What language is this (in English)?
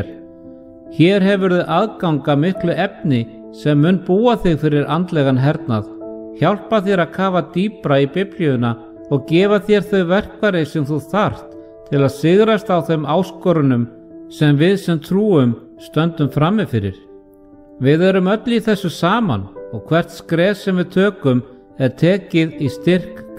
Icelandic